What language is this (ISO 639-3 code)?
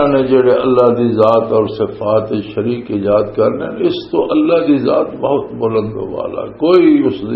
lah